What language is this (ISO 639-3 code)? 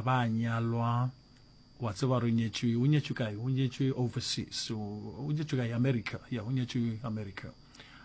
nso